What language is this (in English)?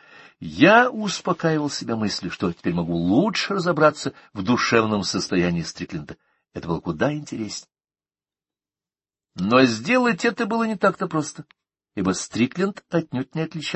Russian